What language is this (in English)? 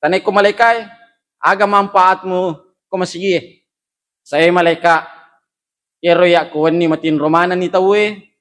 Buginese